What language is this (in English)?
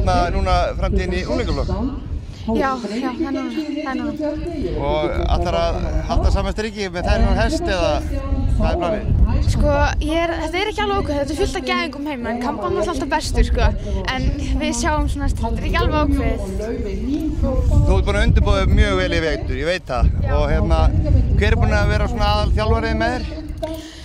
Icelandic